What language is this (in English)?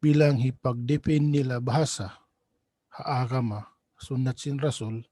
Tausug